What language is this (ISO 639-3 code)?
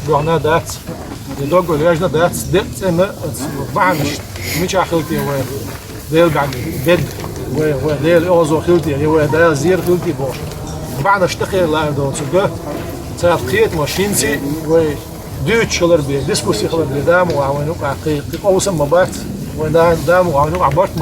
che